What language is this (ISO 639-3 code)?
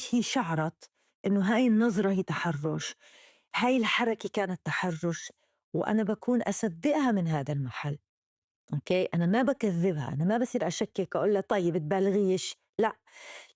apc